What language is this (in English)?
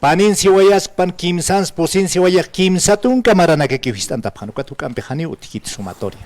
Aymara